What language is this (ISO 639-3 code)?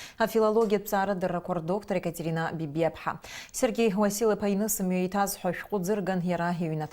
abk